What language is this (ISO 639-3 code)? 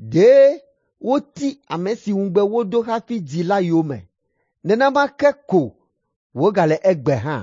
ewe